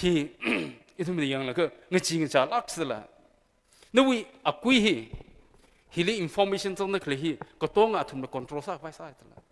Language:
Tangkhul Naga (India)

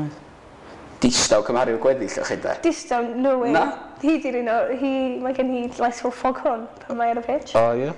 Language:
Welsh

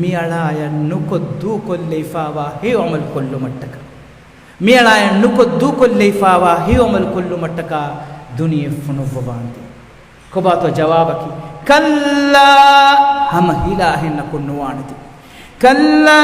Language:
Divehi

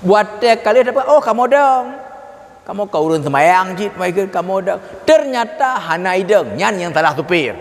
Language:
Achinese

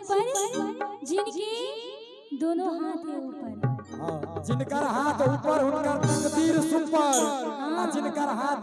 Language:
Maithili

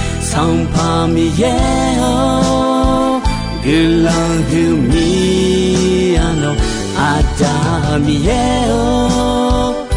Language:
Akha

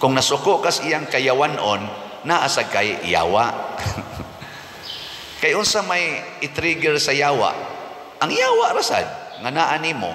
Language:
Cebuano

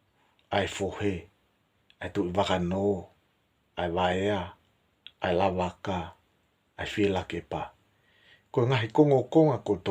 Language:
Tongan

